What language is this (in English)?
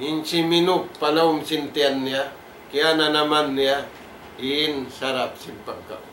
Tausug